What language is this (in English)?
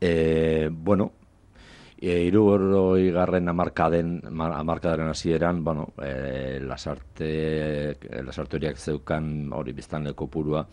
Basque